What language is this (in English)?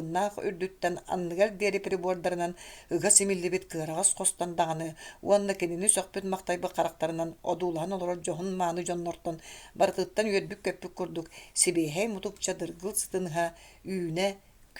Yakut